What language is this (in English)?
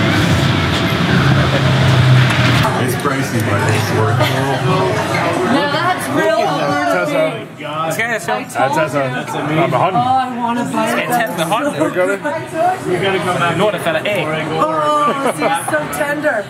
Danish